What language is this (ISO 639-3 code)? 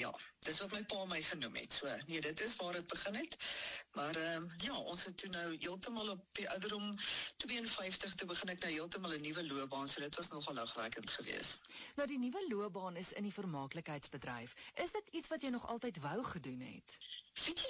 afr